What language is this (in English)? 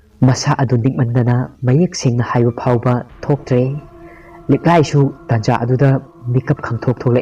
Manipuri